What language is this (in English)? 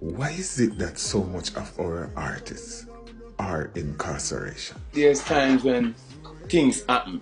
Jamaican Creole English